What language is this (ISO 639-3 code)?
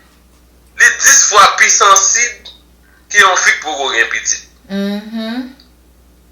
hat